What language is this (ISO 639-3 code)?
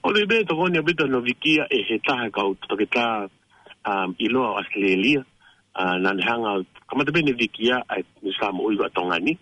ton